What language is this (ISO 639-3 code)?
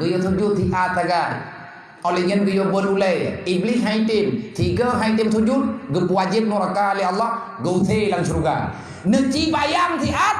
ace